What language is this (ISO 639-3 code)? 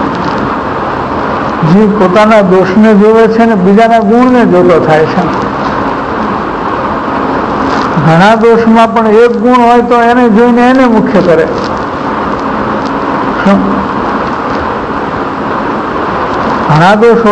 guj